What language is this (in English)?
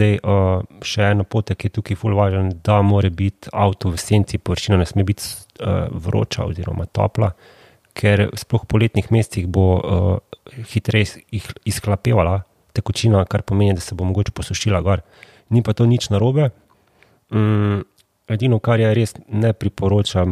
Slovenian